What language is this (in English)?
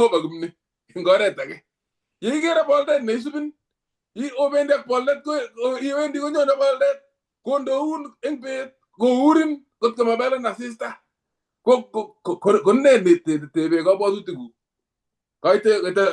Kalenjin